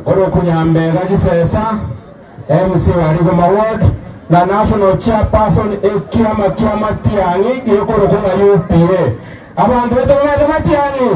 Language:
Gusii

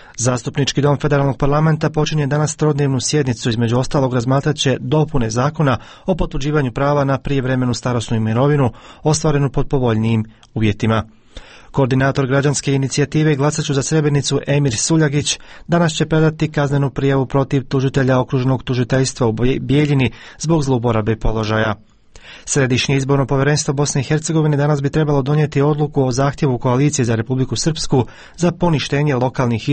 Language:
Croatian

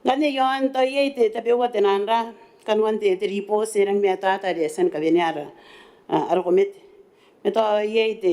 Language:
Gilbertese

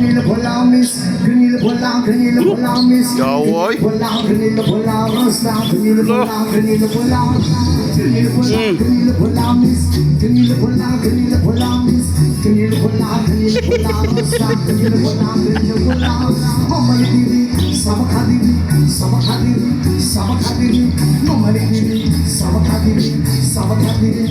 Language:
Cebuano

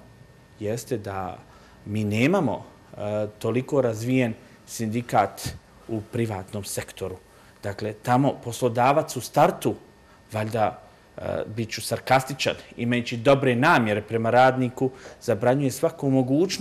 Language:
Bosnian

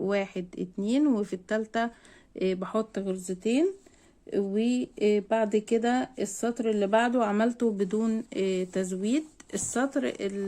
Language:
Egyptian Arabic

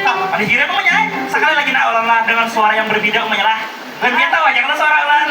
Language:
Banjar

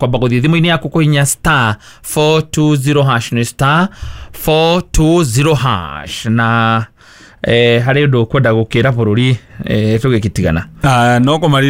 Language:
Kikuyu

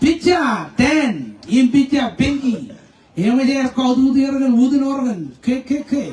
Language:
Marshallese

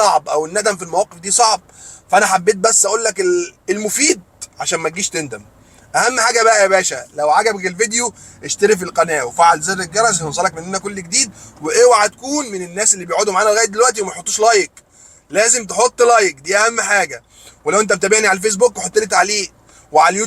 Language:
Egyptian Arabic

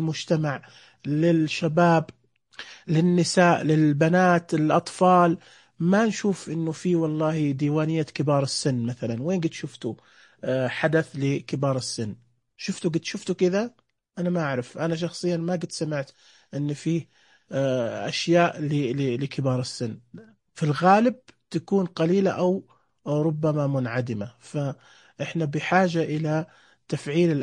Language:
Najdi Arabic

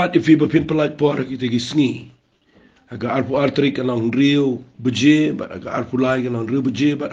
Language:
Khasi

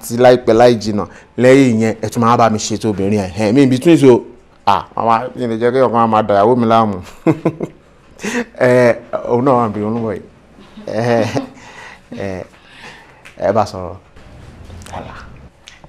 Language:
Yoruba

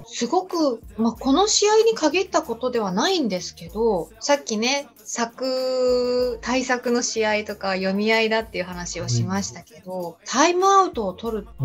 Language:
Japanese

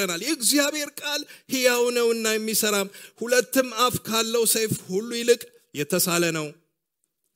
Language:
Amharic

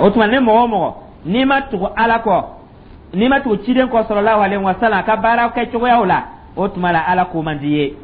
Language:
Dyula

